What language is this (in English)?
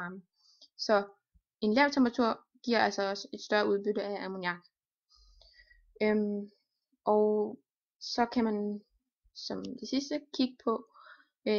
Danish